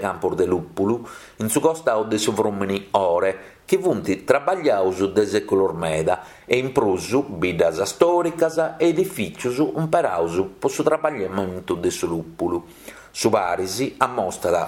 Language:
Sardinian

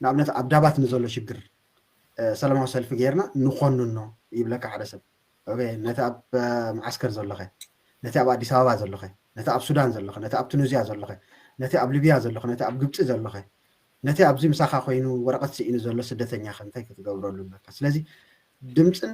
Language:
Tigrinya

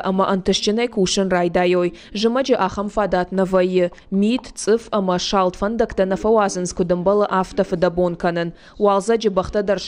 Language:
Ossetic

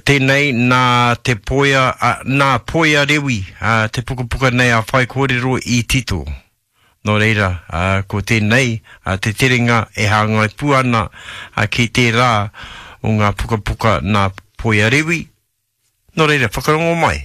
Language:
Māori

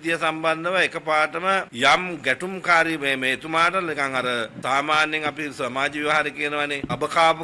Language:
Sinhala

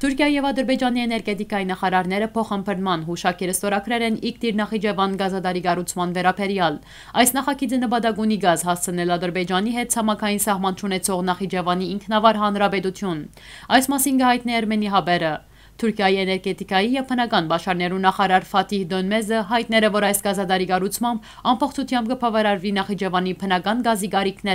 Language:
Western Armenian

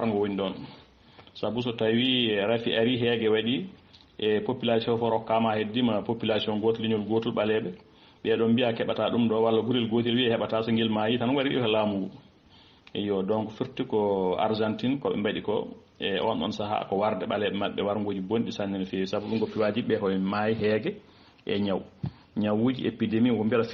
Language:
Fula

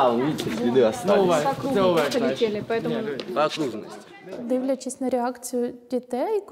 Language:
Ukrainian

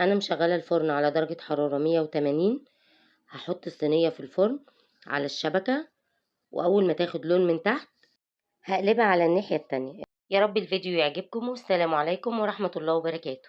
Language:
Egyptian Arabic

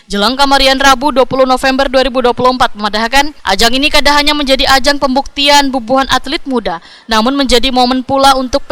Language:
Banjar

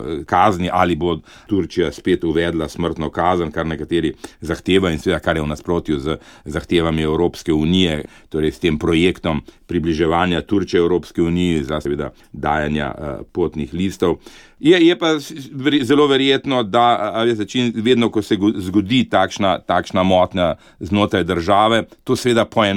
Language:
Slovenian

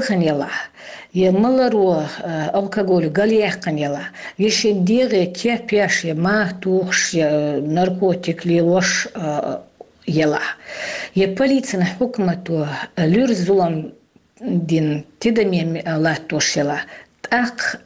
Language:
Chechen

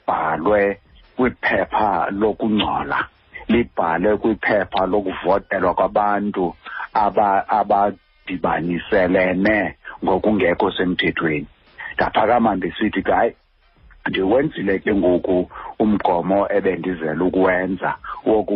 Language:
Xhosa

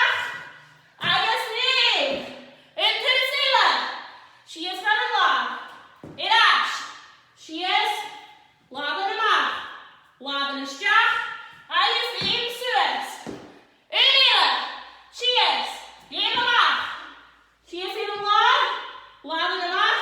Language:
Scottish Gaelic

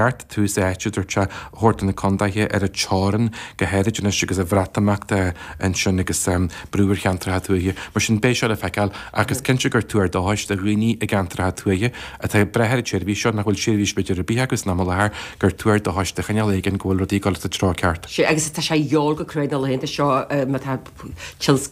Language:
Irish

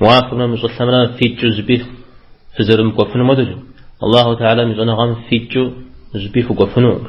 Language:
Kabardian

